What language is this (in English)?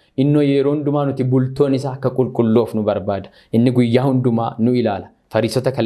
Oromo